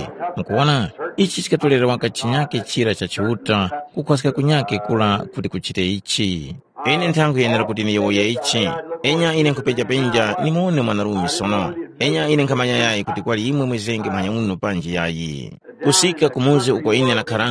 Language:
Tumbuka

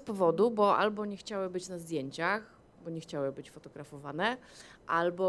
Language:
Polish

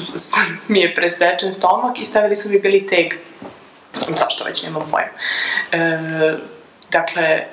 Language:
Serbian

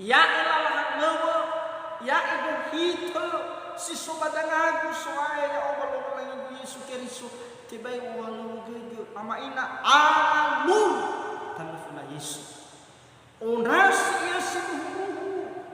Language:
Nias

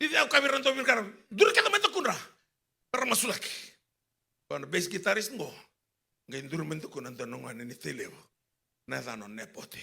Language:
Fijian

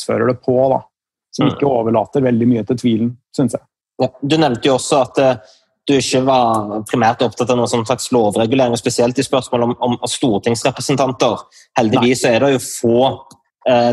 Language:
Norwegian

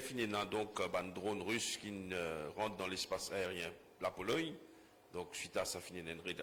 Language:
Morisyen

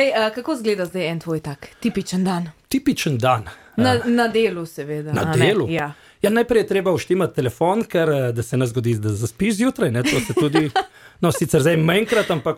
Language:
Slovenian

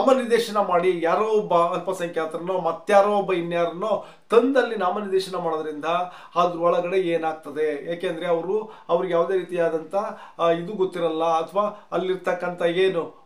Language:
Kannada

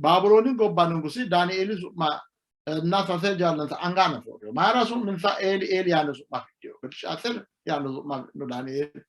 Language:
Sidamo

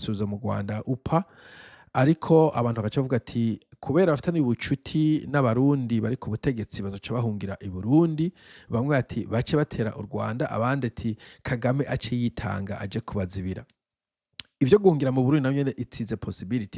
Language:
Rundi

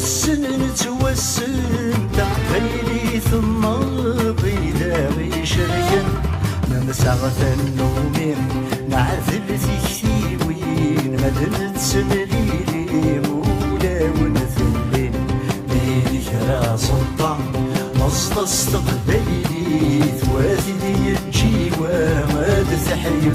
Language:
Kabyle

